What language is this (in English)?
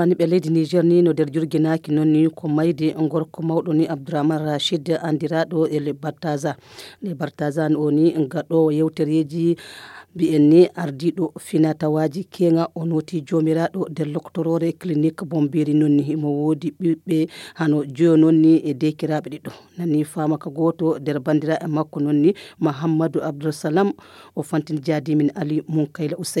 Nigerian Fulfulde